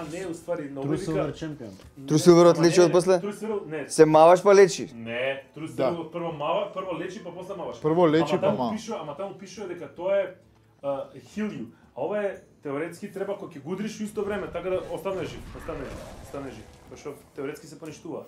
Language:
Macedonian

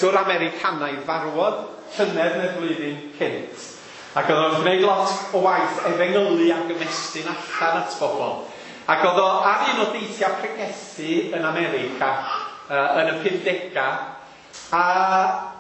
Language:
Welsh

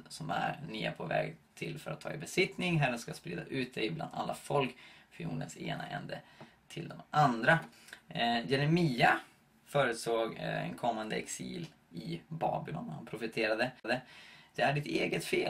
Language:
Swedish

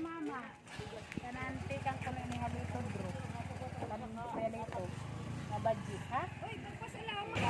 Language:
Waray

